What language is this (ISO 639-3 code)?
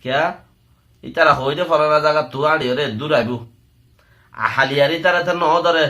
rhg